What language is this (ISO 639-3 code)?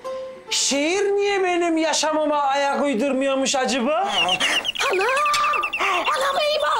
tur